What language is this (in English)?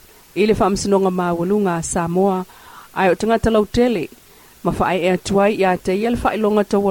Samoan